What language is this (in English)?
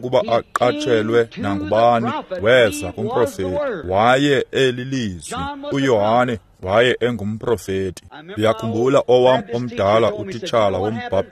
Xhosa